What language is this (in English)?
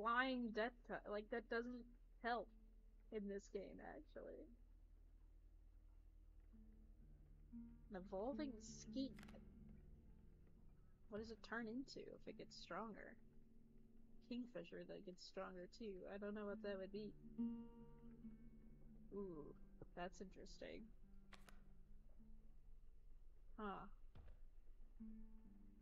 English